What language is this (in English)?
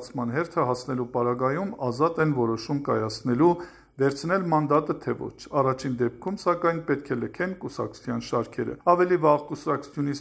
Armenian